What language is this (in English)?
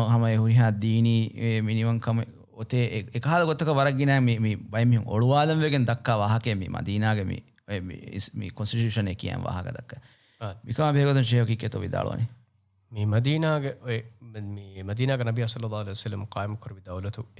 Divehi